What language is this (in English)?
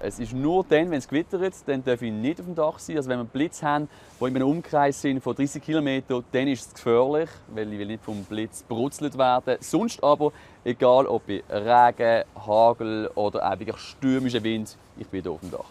Romansh